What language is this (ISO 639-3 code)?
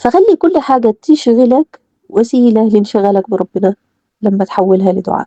arz